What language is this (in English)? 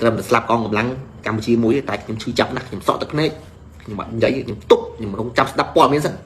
Khmer